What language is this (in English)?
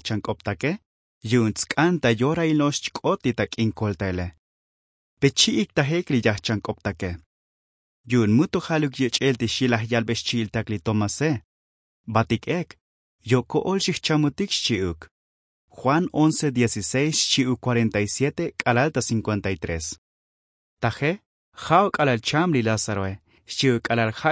Tzotzil